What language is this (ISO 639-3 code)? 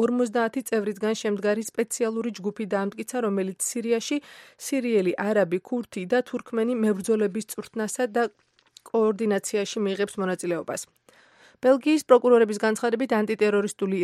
kat